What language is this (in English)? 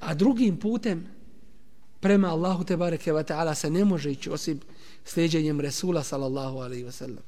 Bosnian